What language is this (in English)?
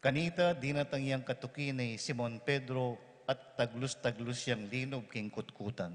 Pampanga